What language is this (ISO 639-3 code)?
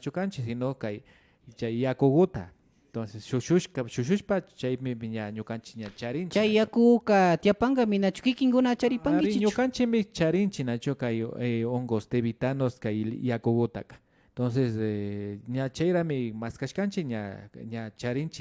qvi